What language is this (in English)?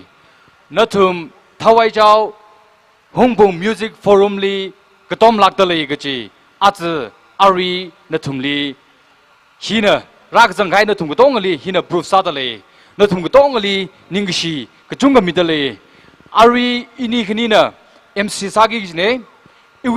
Tangkhul Naga (India)